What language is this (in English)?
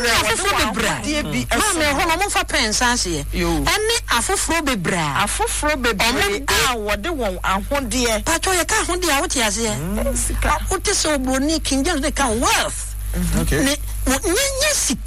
Akan